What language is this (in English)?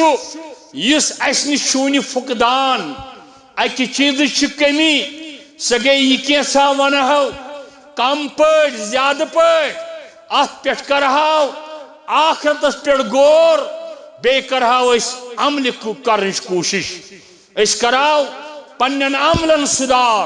Kashmiri